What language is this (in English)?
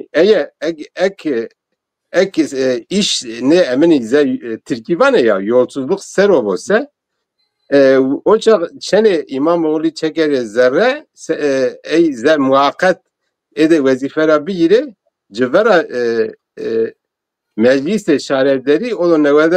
Zaza